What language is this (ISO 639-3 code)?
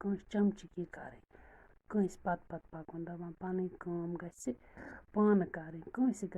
kas